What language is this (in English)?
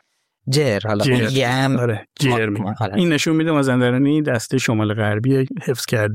Persian